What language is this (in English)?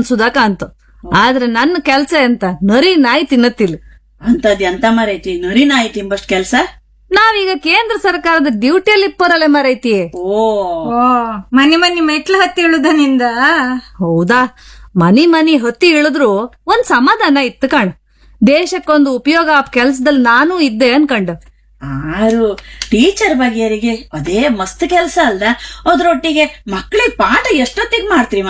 Kannada